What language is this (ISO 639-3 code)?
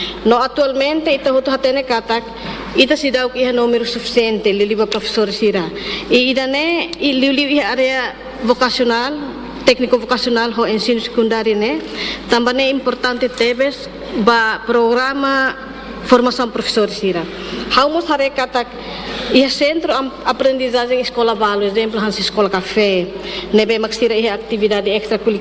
tet